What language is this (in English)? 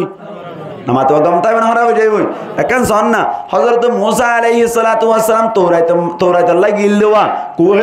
Rohingya